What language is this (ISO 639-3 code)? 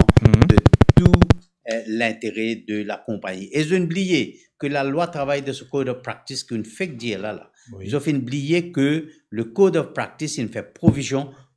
mfe